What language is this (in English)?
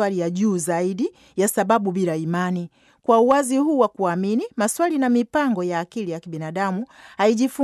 Swahili